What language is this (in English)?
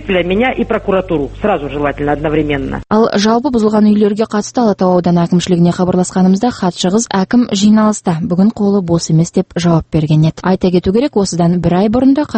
Kazakh